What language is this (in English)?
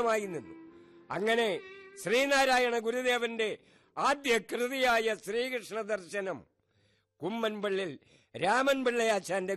Malayalam